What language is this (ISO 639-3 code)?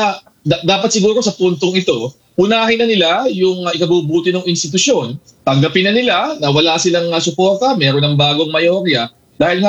fil